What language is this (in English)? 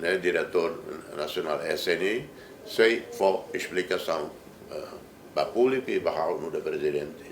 Tetum